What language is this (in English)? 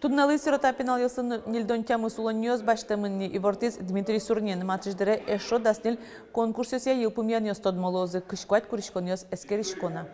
Udmurt